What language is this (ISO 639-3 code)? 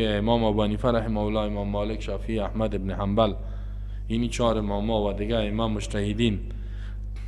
fas